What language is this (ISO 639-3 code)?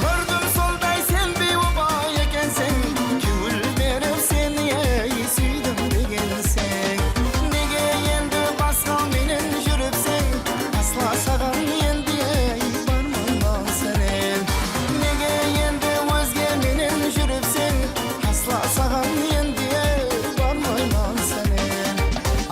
kaa